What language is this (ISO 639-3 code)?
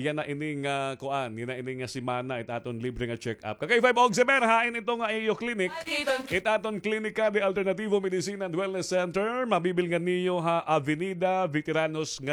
war